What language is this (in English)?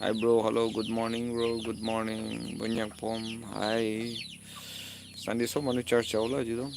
Naga Pidgin